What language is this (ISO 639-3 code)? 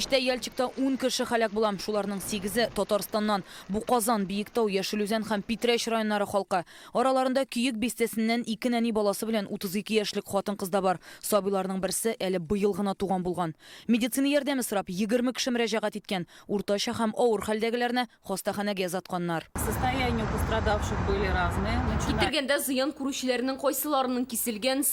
tat